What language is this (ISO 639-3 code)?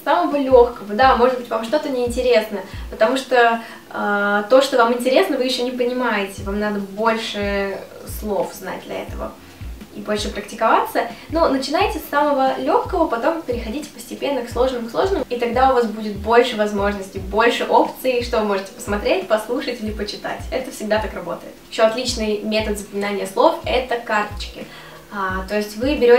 rus